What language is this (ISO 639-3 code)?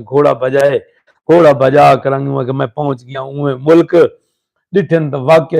skr